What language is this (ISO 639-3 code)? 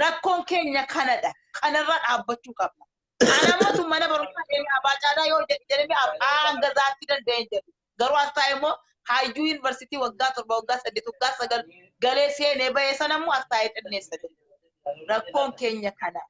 orm